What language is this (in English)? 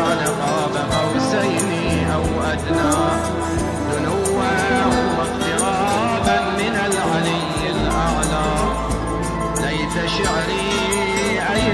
Arabic